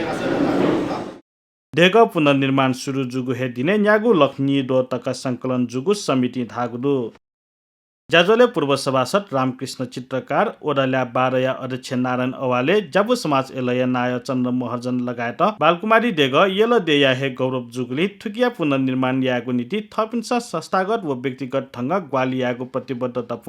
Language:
Newari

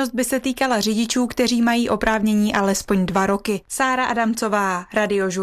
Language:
Czech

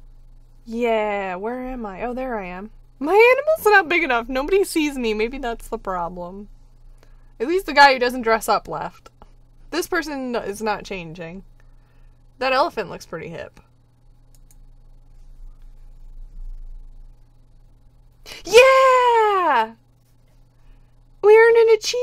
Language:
English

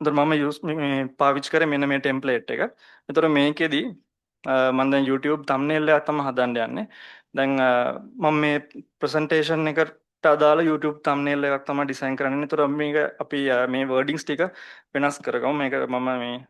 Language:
Sinhala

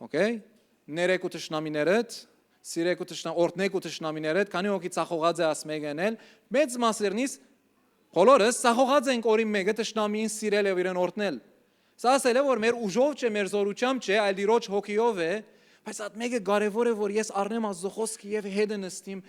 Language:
Western Armenian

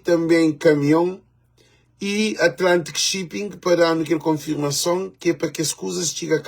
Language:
Kabuverdianu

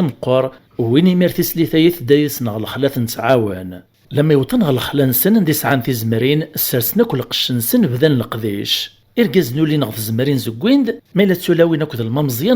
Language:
Kabyle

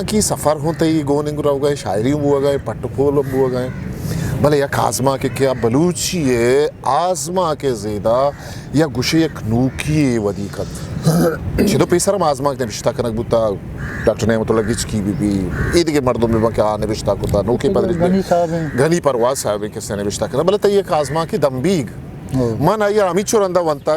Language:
Eastern Balochi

